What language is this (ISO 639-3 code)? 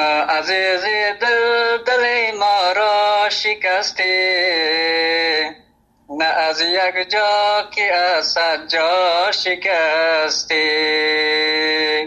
fas